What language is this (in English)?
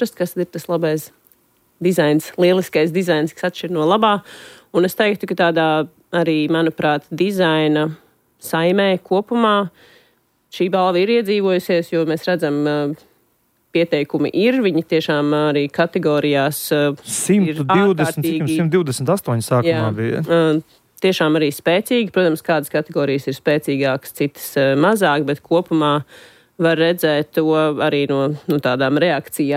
Latvian